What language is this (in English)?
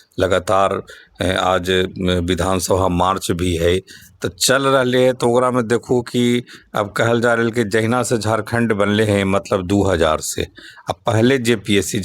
Magahi